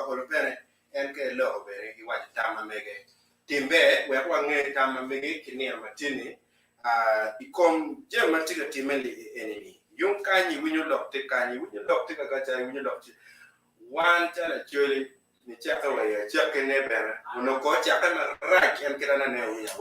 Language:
Acoli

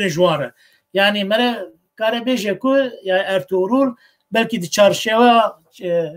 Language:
Kurdish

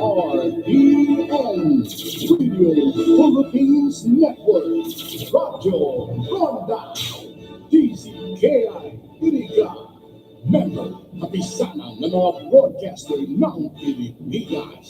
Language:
Bikol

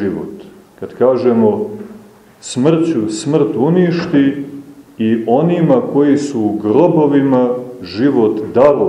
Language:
Serbian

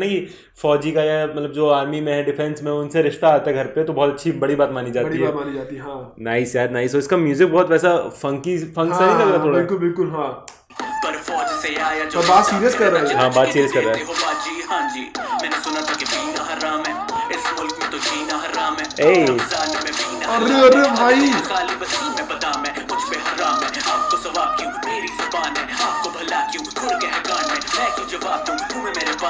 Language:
Hindi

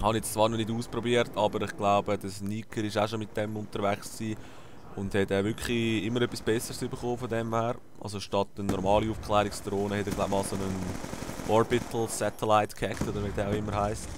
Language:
Swiss German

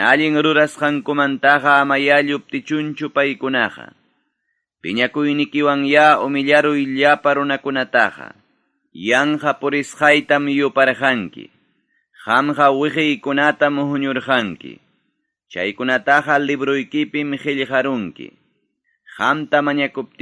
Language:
Ayacucho Quechua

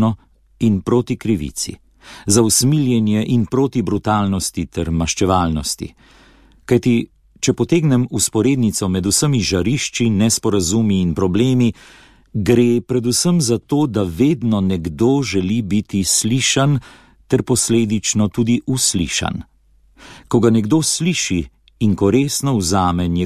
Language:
Slovenian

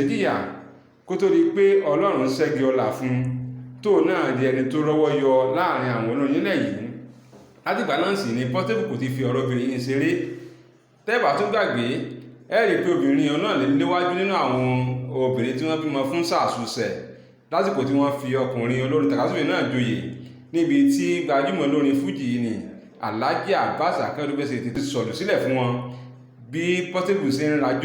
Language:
Yoruba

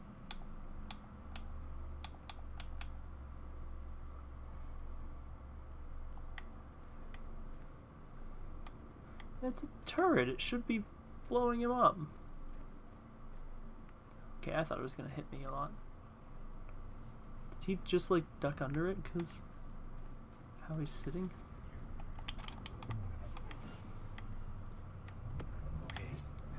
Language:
English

